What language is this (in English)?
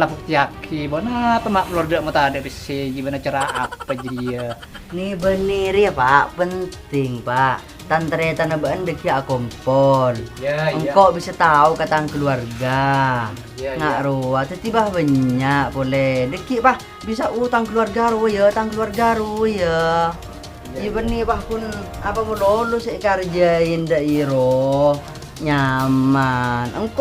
Madurese